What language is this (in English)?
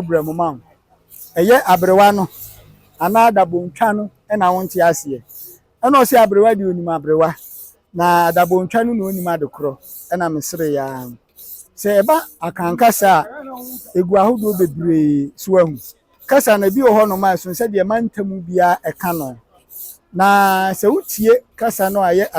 Akan